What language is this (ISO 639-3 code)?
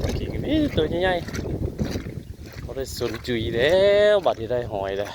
tts